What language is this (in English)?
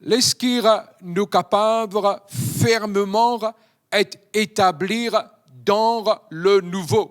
Morisyen